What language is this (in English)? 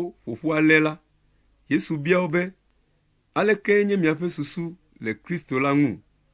Ewe